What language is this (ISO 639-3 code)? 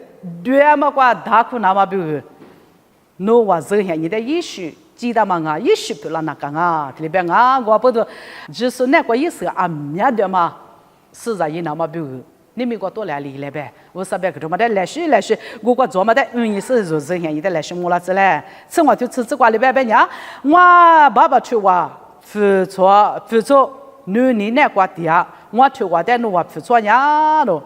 lis